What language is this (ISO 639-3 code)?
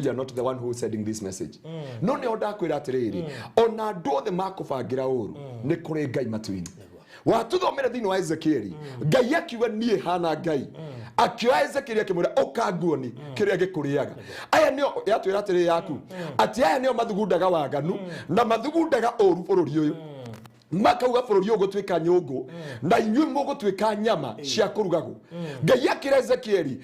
kik